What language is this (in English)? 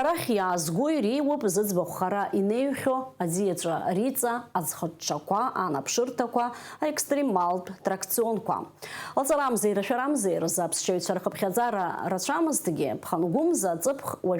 Abkhazian